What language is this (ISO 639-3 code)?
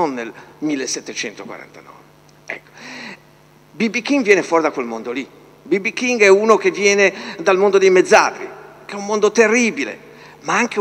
ita